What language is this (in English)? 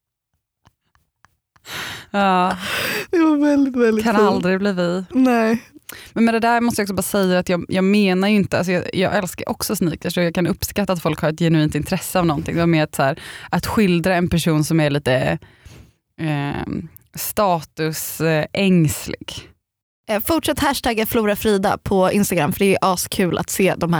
Swedish